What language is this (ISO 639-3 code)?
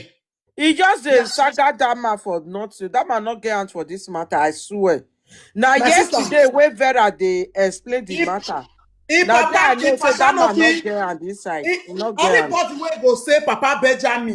pcm